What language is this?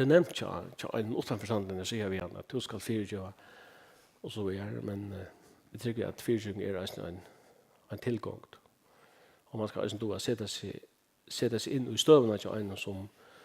Faroese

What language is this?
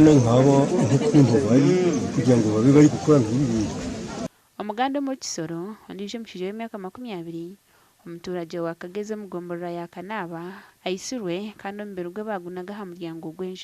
Nyankole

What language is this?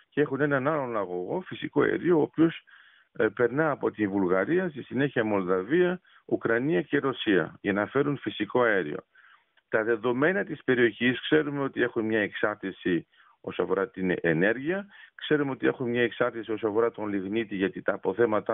Greek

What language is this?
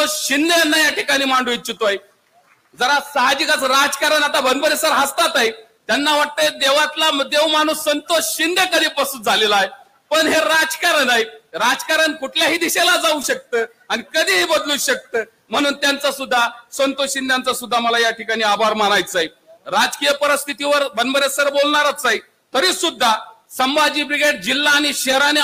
Marathi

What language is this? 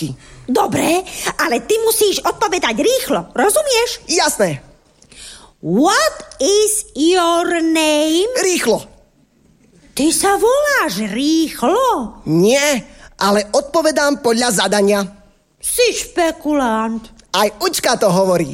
Slovak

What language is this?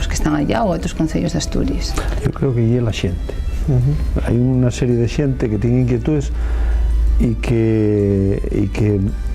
Asturian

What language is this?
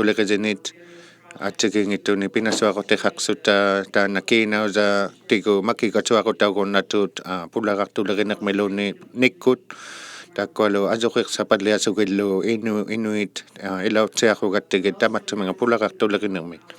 Inuktitut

